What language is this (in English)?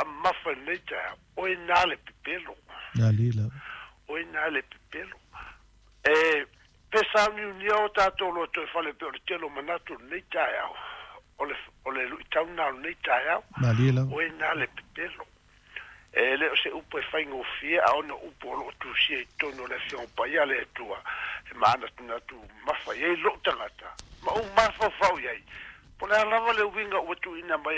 Samoan